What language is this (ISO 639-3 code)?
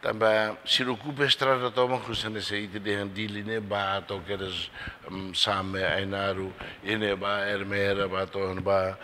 tet